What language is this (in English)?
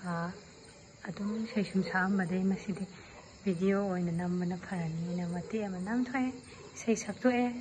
Manipuri